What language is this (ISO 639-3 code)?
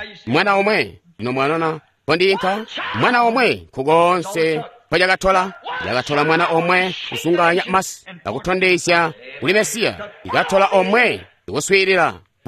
toi